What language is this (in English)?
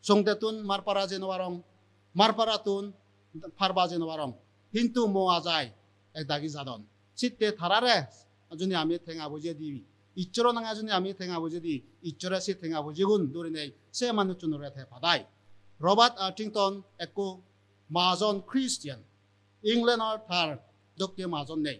Chakma